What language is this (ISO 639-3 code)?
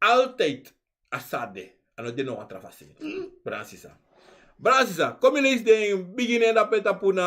srn